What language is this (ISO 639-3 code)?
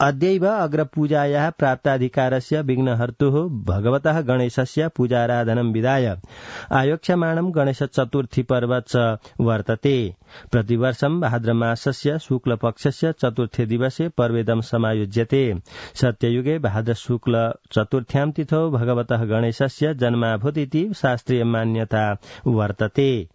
san